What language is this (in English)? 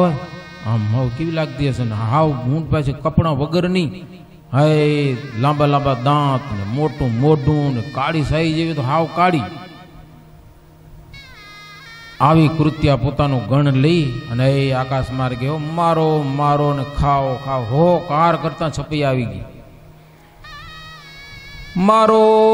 Gujarati